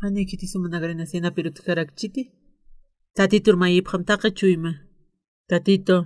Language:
Aymara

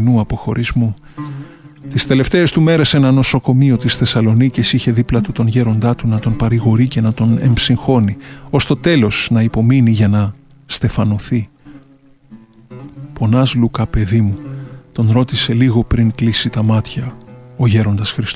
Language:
Greek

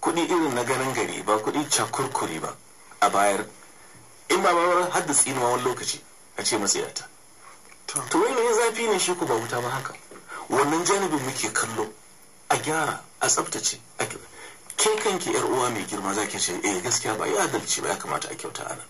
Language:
Hausa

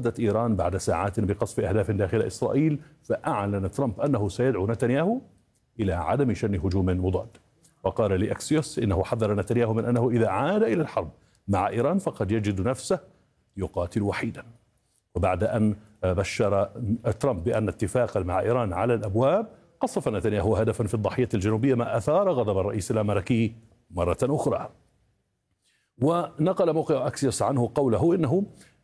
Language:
Arabic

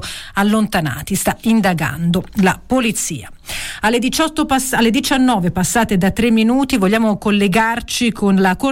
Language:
Italian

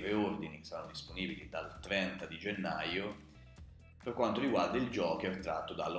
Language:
Italian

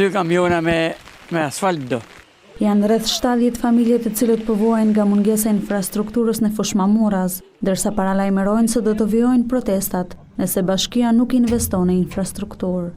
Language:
Albanian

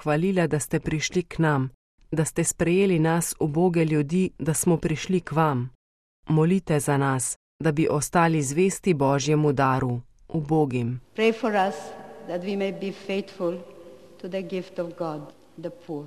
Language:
Slovenian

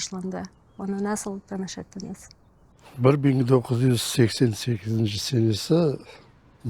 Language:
Crimean Tatar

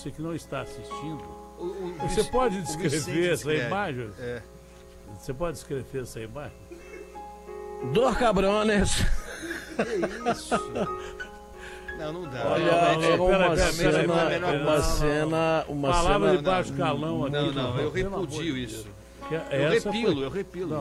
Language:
Portuguese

